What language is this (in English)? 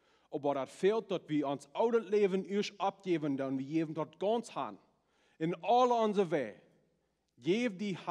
Plautdietsch